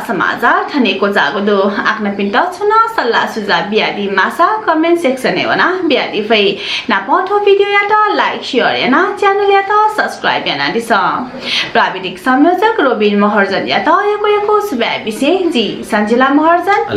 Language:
Newari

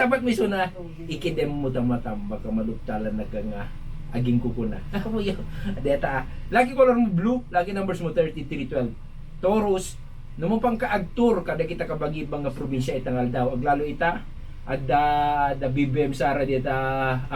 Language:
Iloko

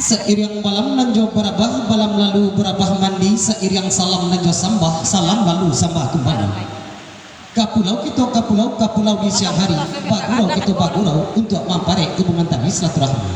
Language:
Minangkabau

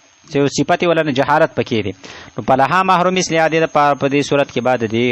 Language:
Pashto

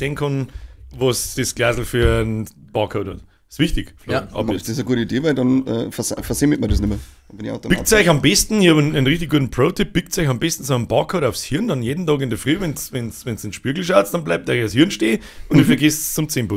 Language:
Bavarian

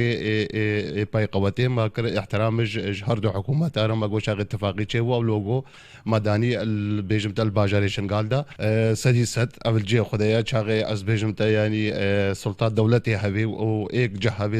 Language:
Kurdish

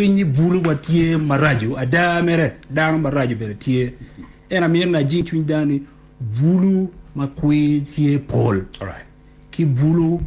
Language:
Acoli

